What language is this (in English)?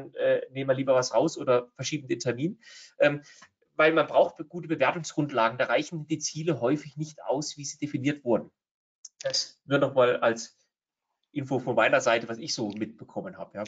German